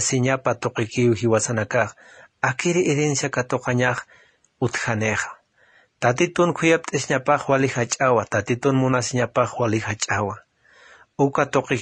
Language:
Aymara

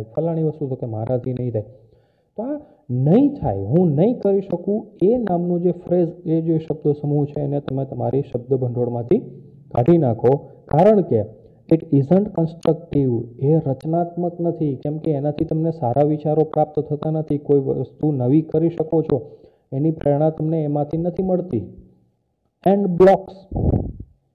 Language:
Gujarati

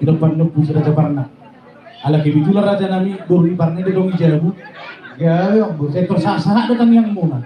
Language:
Batak Toba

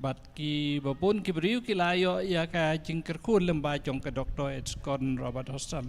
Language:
Khasi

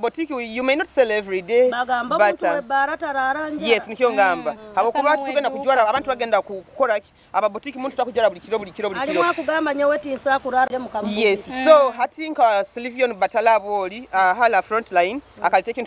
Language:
Nyoro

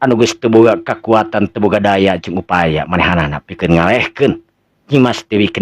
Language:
Sundanese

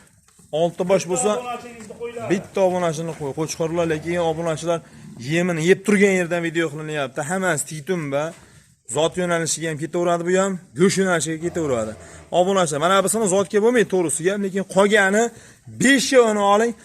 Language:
Uzbek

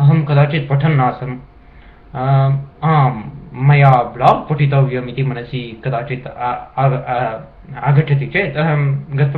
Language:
Sanskrit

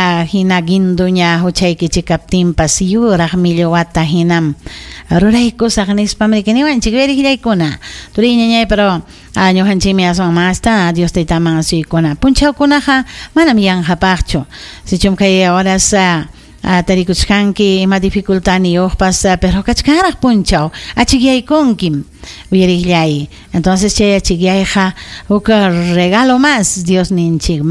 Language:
Ayacucho Quechua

